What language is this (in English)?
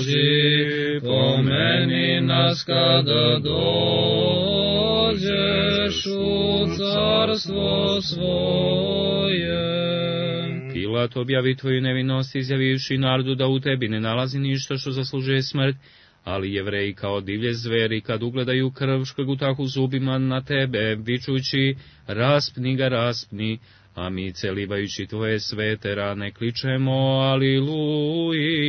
Serbian